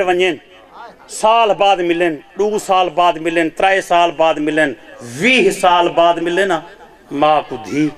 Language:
Saraiki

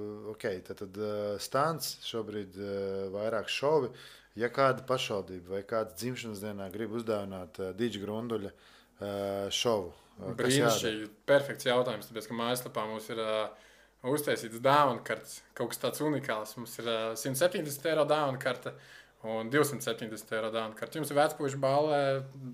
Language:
Latvian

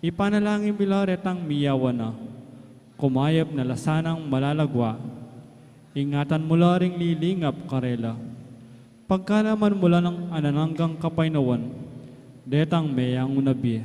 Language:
Pampanga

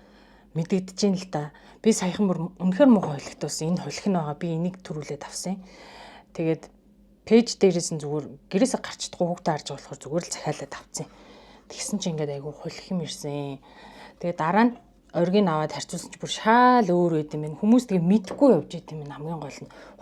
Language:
Mongolian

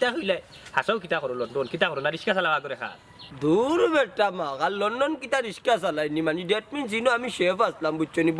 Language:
Sylheti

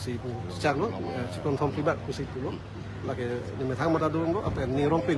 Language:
Karbi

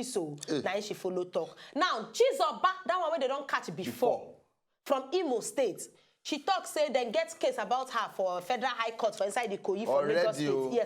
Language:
Nigerian Pidgin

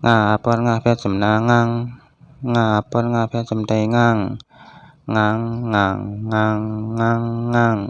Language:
Shan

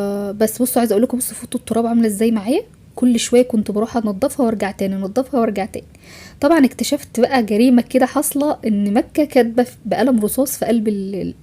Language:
Egyptian Arabic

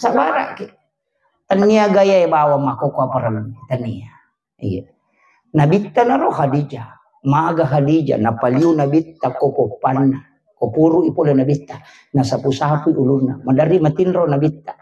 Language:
Buginese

